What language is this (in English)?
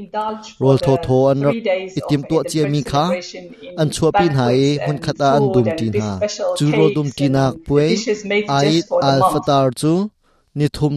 Hakha Chin